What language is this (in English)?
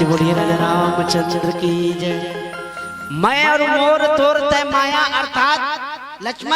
Chhattisgarhi